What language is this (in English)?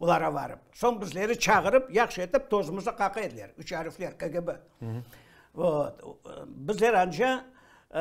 Crimean Tatar